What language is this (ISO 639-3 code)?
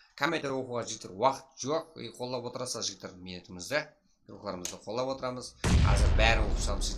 kaa